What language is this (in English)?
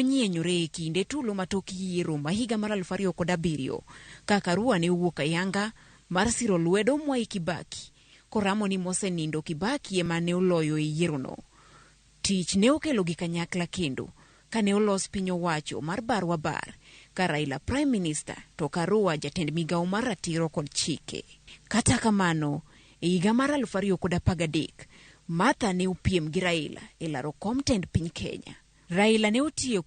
Luo (Kenya and Tanzania)